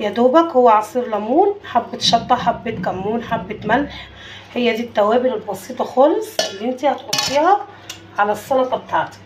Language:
Egyptian Arabic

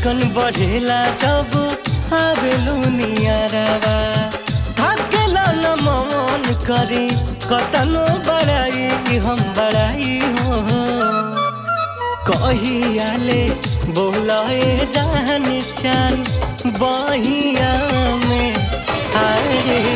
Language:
Bhojpuri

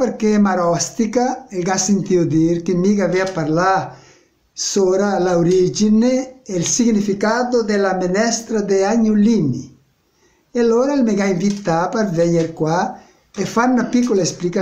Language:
Venetian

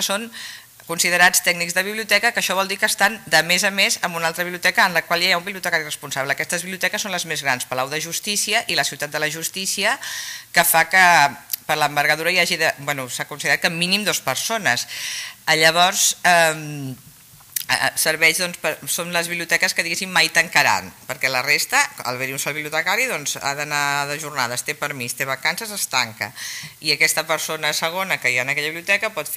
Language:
Catalan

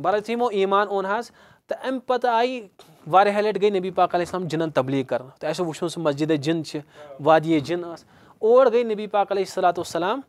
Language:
Kashmiri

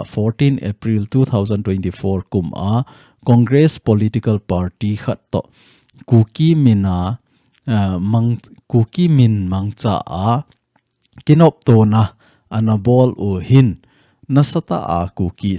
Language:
Thado Chin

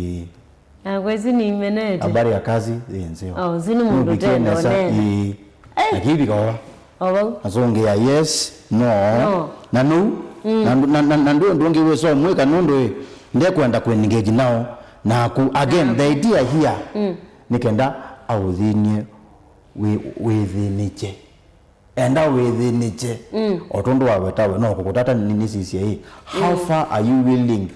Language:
Kamba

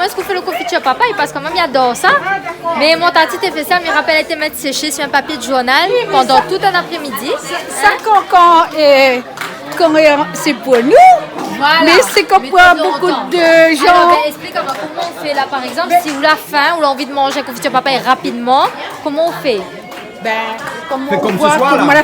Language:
Réunion Creole French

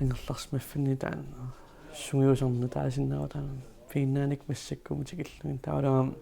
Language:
Kalaallisut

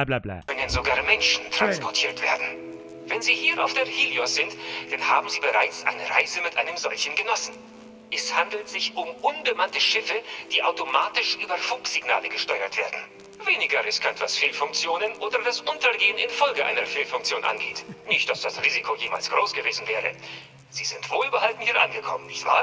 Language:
Bavarian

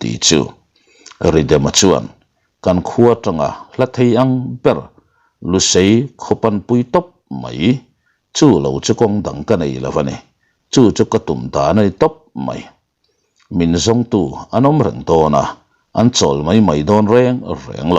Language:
Mizo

